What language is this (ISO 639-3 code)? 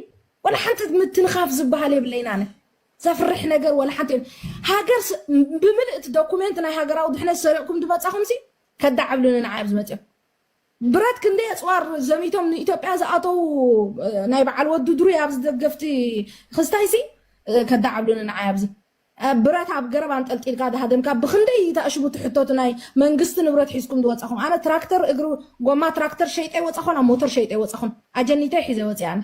tir